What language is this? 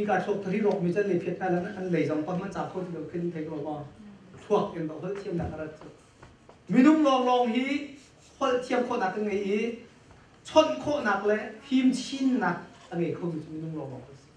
Hakha Chin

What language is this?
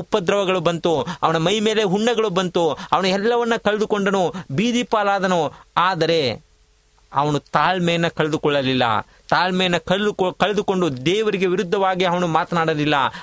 Kannada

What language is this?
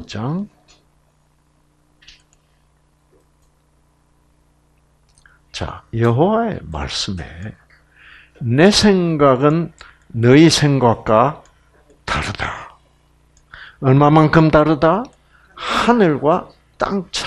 Korean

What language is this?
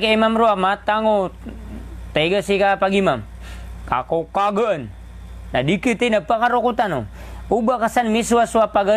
Maranao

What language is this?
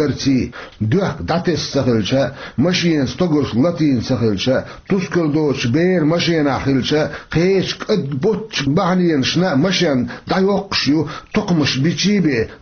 Chechen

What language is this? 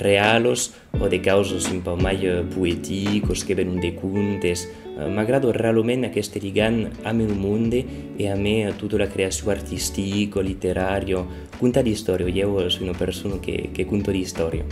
Occitan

